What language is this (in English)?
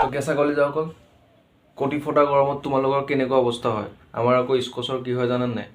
Assamese